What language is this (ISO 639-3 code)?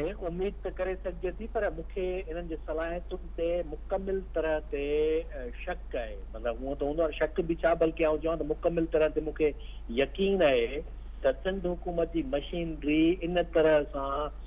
snd